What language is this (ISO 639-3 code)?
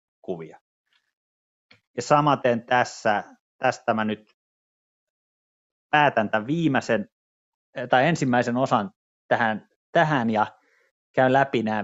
fin